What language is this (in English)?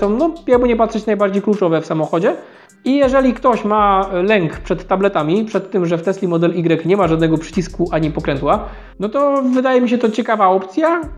Polish